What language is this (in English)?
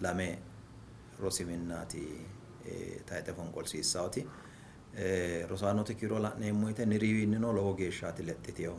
Sidamo